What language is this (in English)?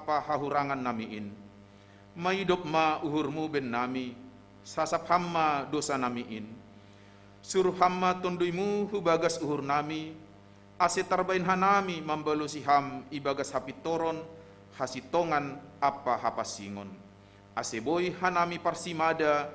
Batak Simalungun